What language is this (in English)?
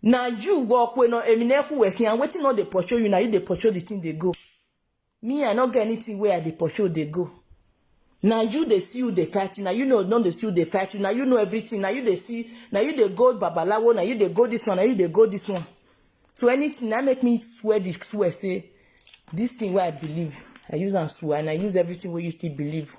Nigerian Pidgin